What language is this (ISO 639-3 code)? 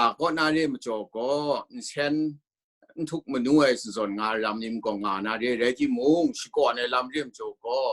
kac